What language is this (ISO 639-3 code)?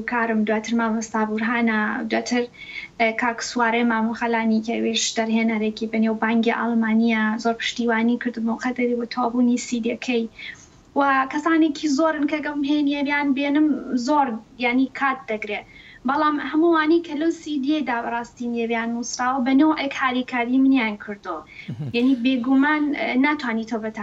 ckb